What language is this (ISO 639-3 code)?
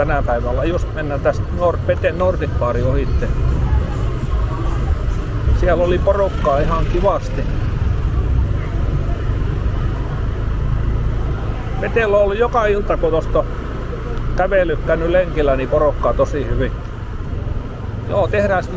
fin